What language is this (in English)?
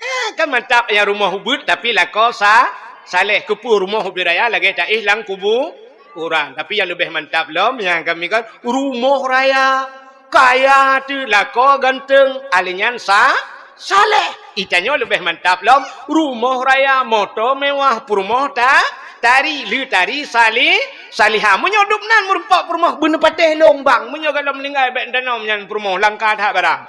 Achinese